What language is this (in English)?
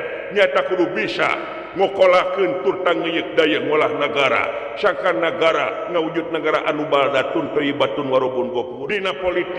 Sundanese